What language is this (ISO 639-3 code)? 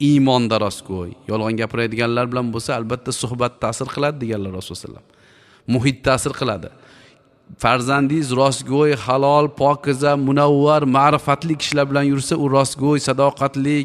uzb